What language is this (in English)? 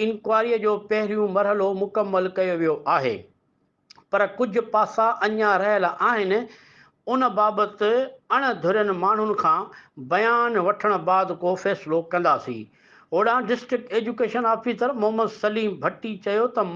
Sindhi